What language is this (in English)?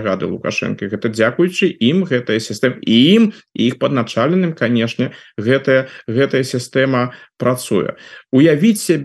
Belarusian